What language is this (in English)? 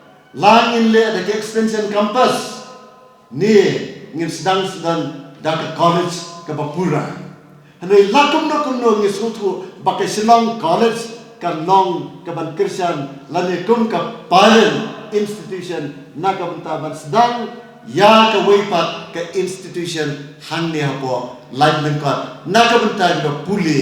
Khasi